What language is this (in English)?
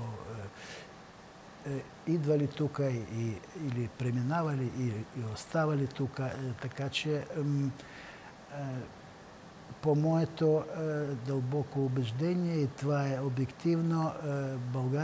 Bulgarian